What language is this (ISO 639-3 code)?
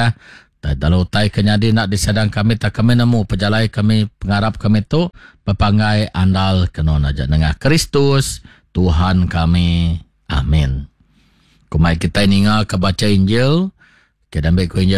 iba